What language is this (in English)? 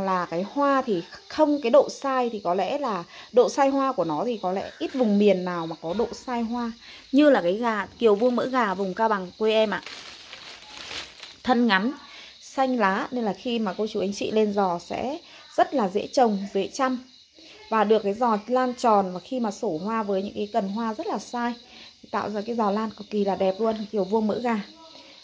Vietnamese